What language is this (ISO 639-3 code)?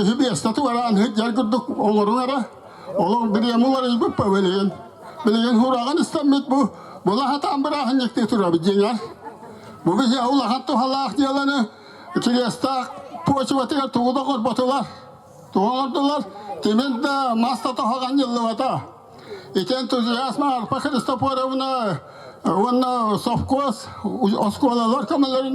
sah